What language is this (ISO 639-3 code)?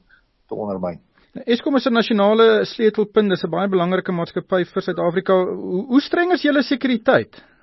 afr